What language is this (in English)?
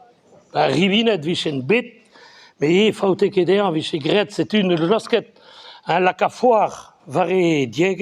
Breton